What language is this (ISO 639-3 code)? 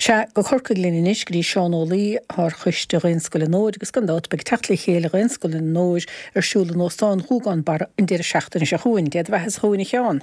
gle